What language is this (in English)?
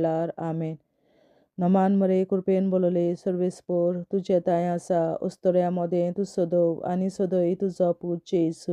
Konkani